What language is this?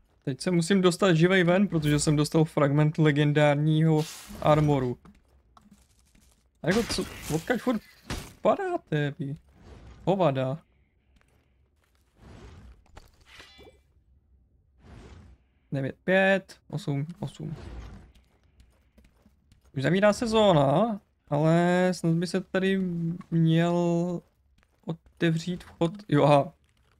Czech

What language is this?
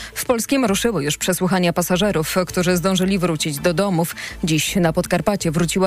Polish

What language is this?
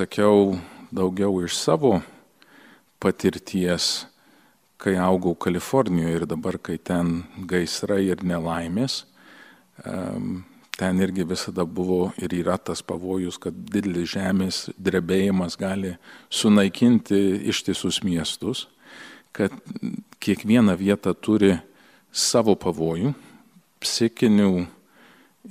Lithuanian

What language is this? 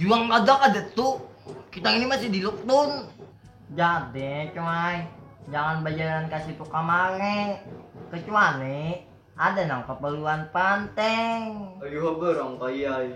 Banjar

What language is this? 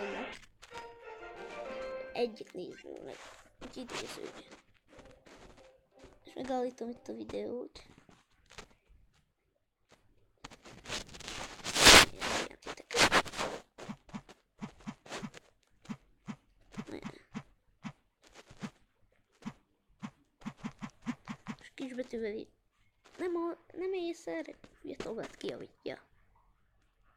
Hungarian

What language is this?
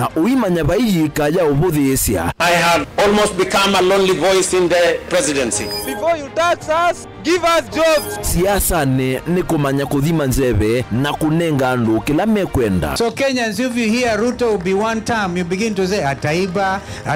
Kamba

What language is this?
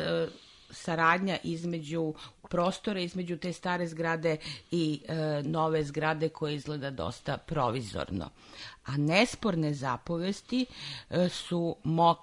Serbian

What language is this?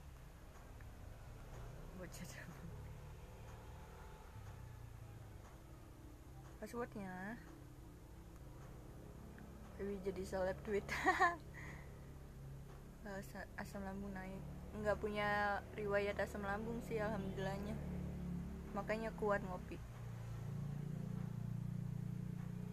Indonesian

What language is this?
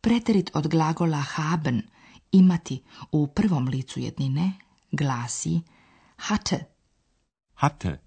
Slovenian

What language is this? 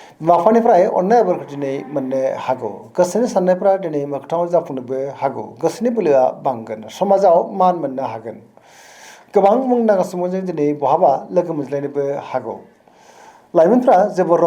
Bodo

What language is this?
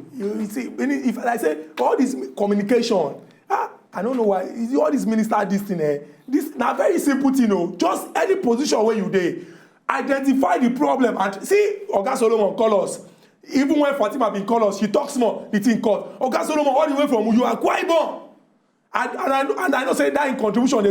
Nigerian Pidgin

